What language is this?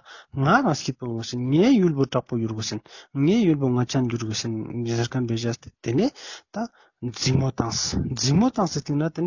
Ladakhi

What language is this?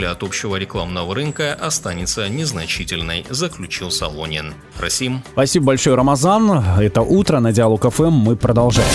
Russian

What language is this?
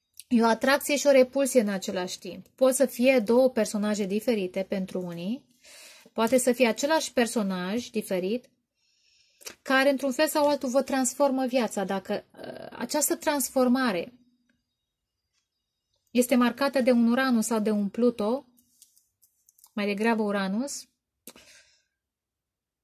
Romanian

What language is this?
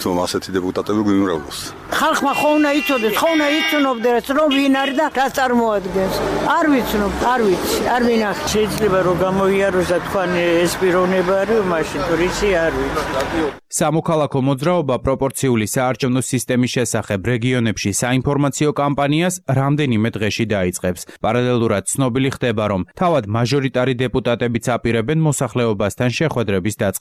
Georgian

